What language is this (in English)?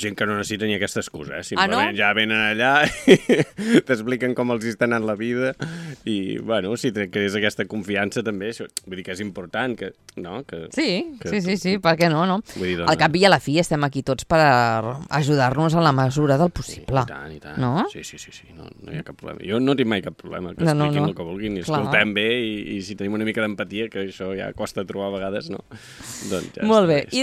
Catalan